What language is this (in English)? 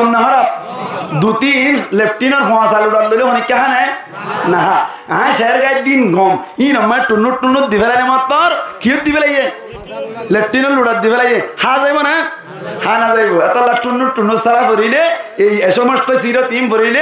Rohingya